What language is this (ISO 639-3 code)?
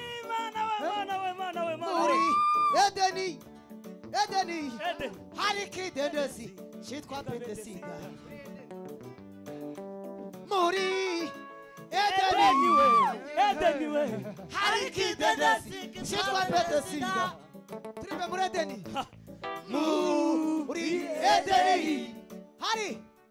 kin